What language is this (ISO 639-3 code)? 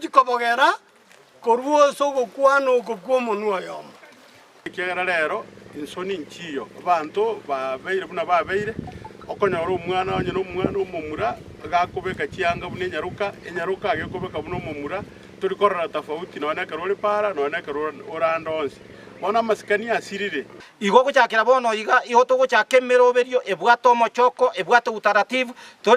guz